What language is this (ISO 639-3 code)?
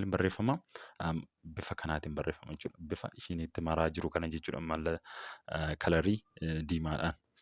orm